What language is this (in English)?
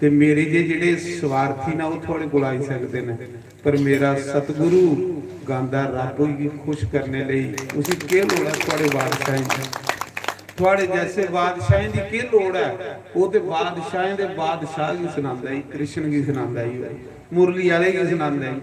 Dogri